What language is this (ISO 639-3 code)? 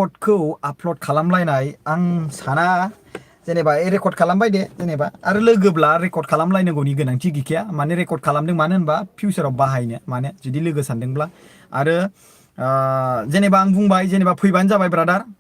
brx